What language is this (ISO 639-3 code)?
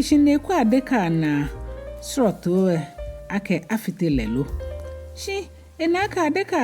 gaa